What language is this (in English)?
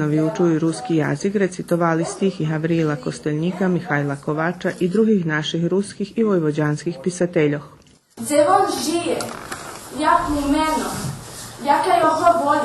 Rusyn